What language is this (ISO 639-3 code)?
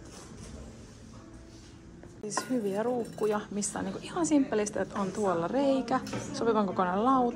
fin